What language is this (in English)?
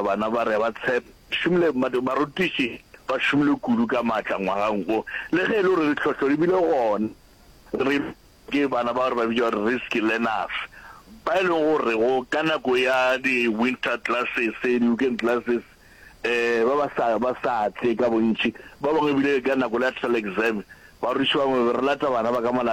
Northern Sotho